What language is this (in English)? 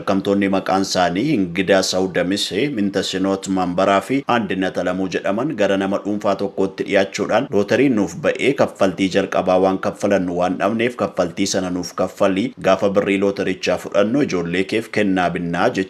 Oromo